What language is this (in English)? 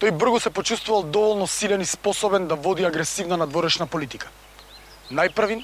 Macedonian